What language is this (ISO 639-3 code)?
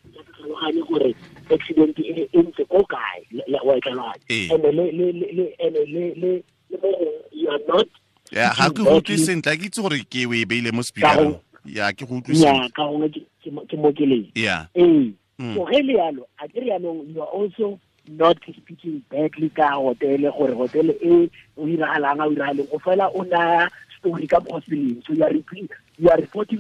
tsn